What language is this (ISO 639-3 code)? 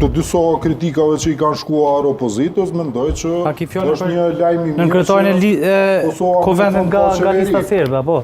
sqi